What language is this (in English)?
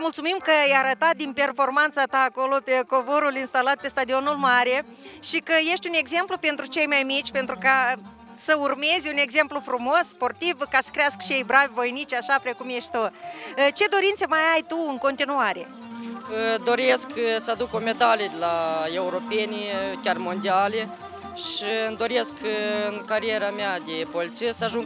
Romanian